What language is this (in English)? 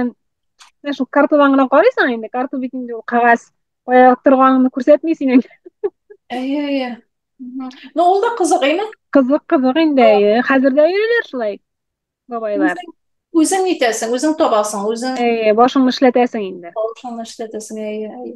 Tatar